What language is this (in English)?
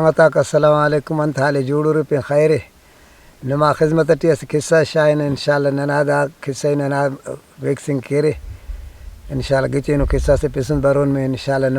Brahui